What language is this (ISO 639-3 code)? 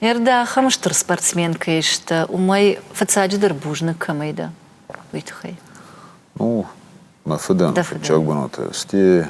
oss